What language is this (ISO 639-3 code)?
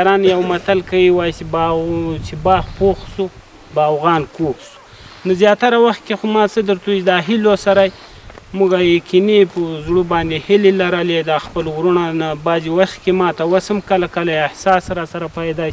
pus